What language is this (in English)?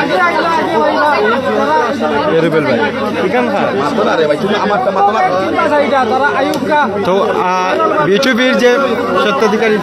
Sylheti